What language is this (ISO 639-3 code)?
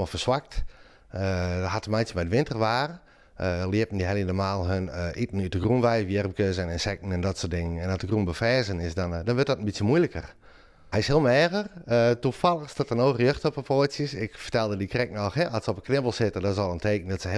fry